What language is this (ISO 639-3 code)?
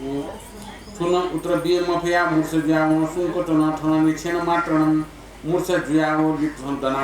new